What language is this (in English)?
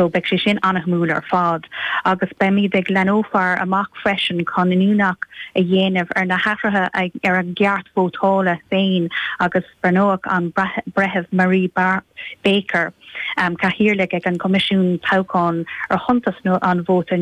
Irish